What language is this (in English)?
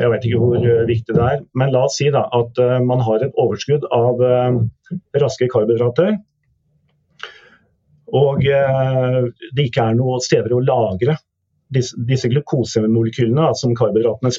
Norwegian